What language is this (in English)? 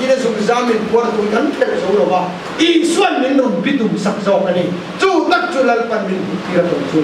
Mizo